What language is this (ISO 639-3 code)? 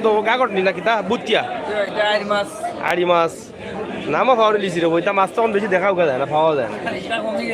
syl